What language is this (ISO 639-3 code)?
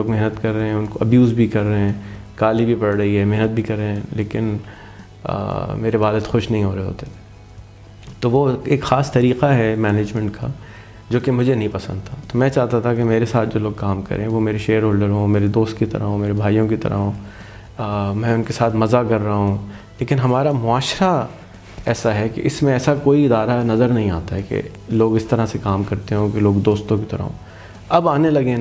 urd